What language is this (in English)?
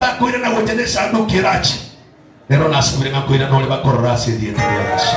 Gusii